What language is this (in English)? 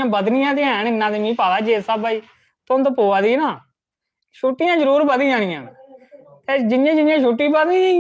Dogri